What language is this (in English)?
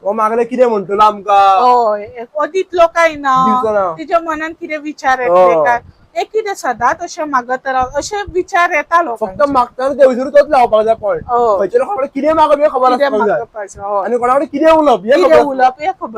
Konkani